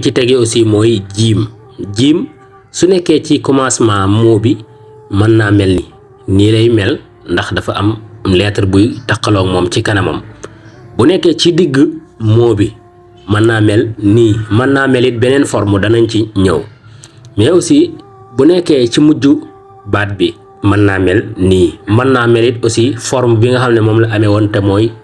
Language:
Wolof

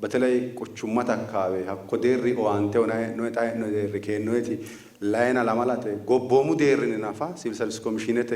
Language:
Sidamo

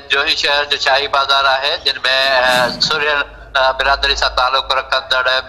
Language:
Sindhi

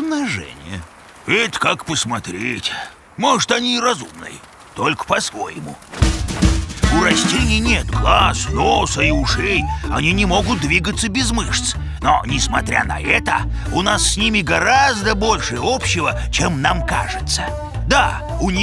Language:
Russian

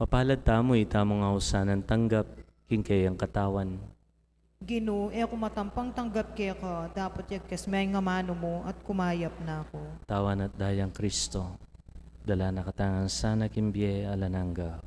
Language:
Pampanga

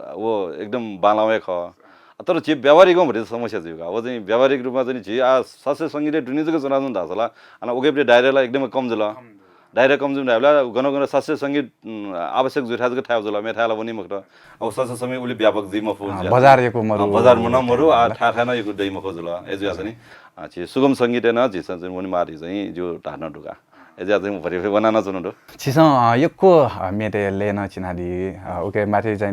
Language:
Newari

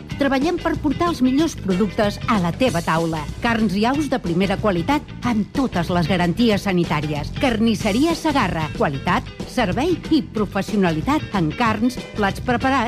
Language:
Catalan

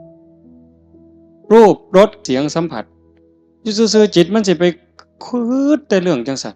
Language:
Northeastern Thai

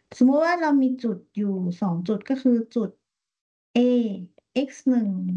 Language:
Thai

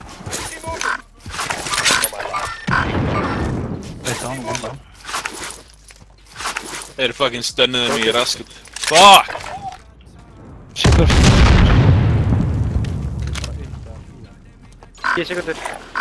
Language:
Icelandic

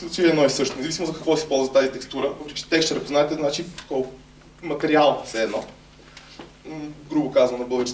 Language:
Bulgarian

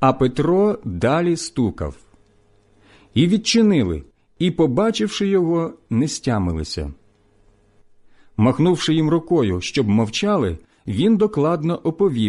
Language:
Ukrainian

